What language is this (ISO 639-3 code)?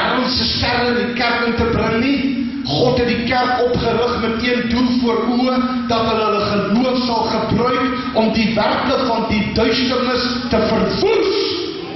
afr